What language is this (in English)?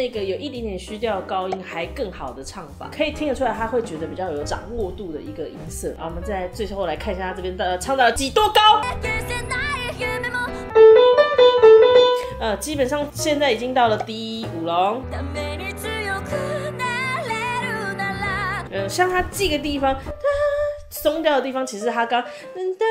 Chinese